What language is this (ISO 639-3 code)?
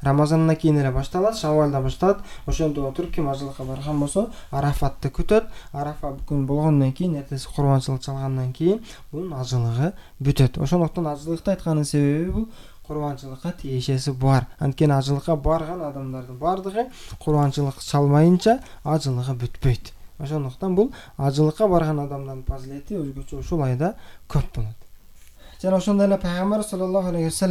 kir